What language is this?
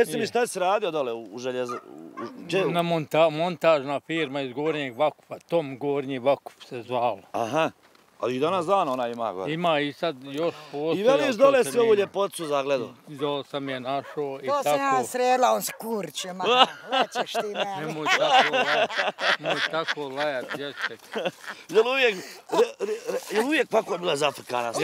Bosnian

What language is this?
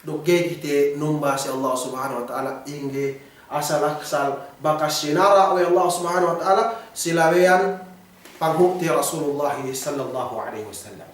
Yakan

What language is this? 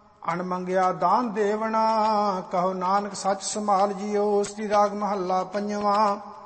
Punjabi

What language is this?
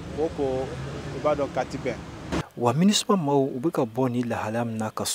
Bambara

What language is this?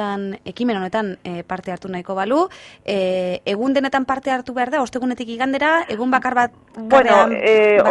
Basque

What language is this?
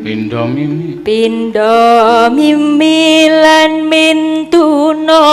Javanese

